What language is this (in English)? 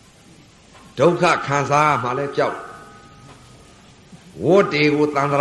Burmese